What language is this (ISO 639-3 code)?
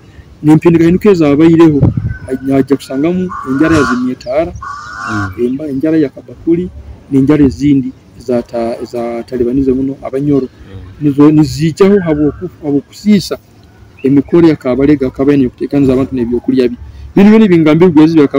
nyo